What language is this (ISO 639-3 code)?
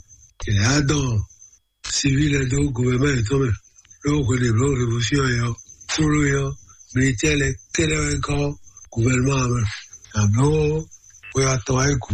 fon